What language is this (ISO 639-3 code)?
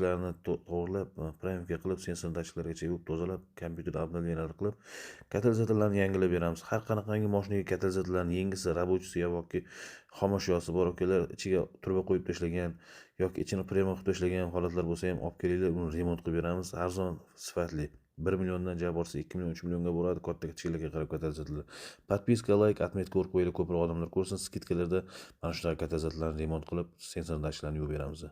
uzb